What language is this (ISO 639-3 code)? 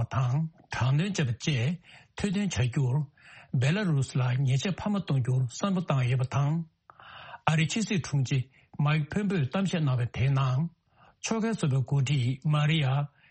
bod